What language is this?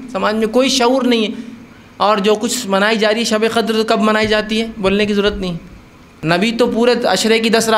Urdu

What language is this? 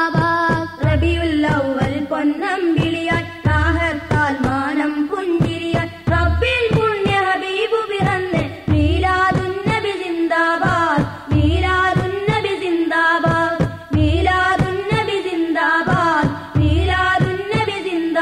Malayalam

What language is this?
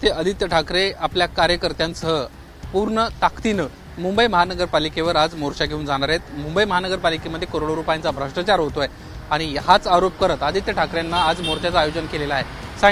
Marathi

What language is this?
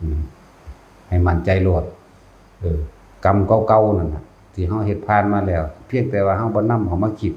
Northeastern Thai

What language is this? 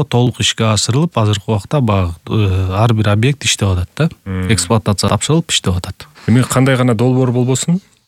Kyrgyz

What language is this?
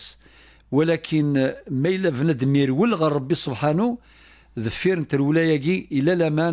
Kabyle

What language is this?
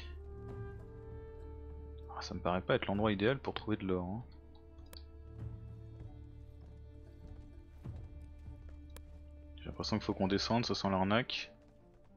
French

